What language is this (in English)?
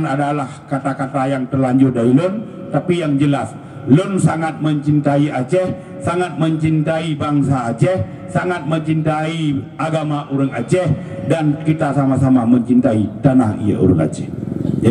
Achinese